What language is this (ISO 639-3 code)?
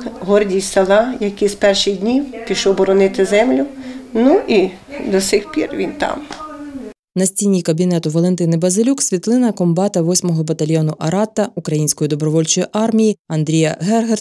ukr